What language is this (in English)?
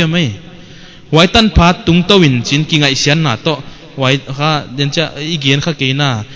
Paite Chin